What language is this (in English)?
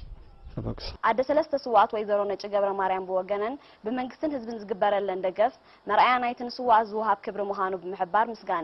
Tigrinya